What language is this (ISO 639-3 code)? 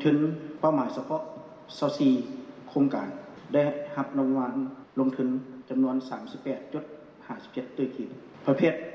lao